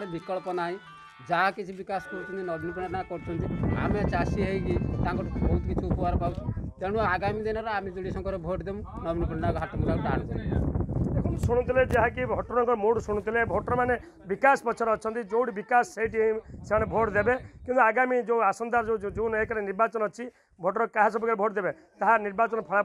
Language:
Odia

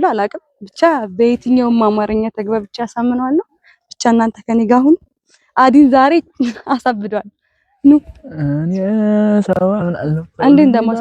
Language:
Amharic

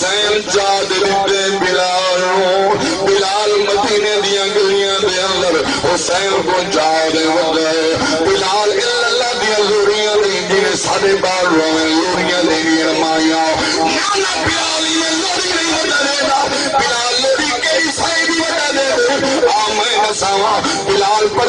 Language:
Saraiki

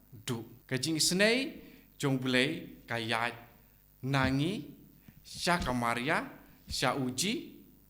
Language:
Khasi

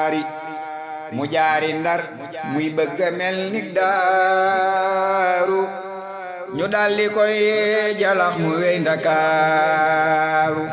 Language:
Wolof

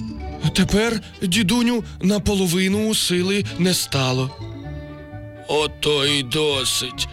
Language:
Ukrainian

